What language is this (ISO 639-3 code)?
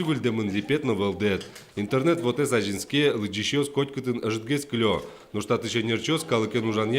udm